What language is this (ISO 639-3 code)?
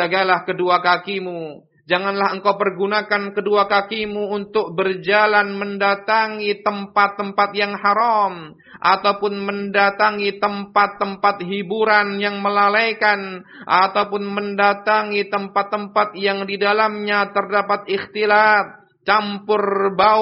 ind